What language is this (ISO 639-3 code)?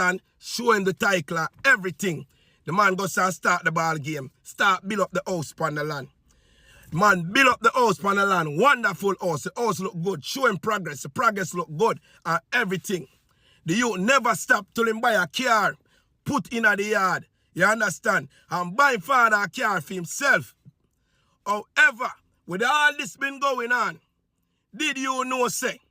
jam